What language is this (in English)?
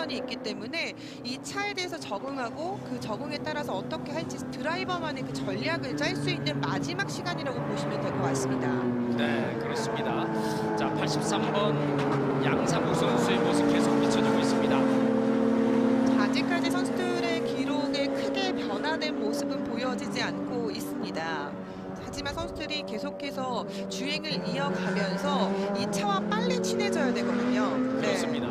Korean